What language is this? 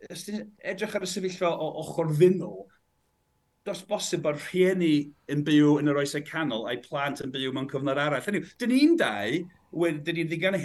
Welsh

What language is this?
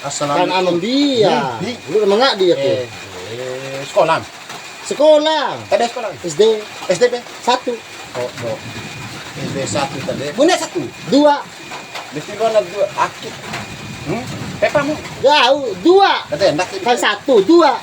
Bima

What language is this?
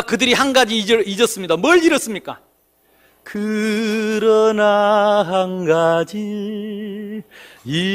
Korean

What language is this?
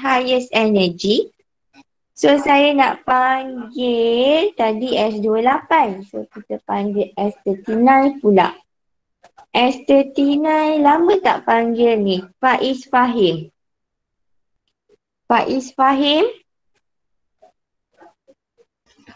Malay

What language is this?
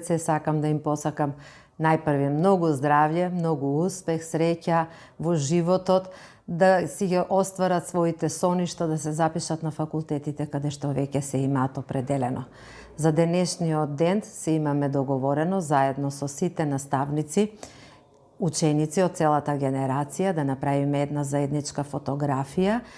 Macedonian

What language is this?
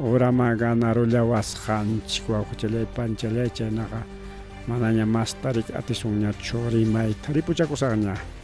Ayacucho Quechua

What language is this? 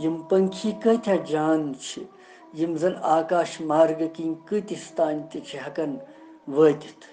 Kashmiri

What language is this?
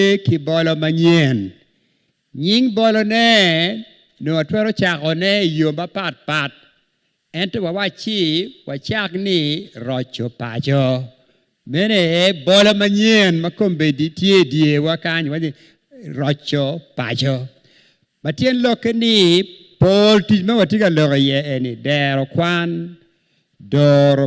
Acoli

